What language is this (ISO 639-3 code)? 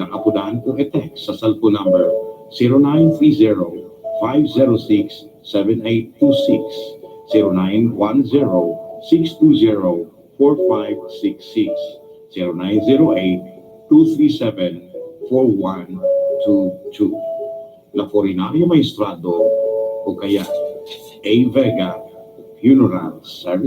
bik